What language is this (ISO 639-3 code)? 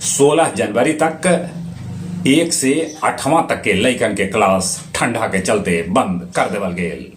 mag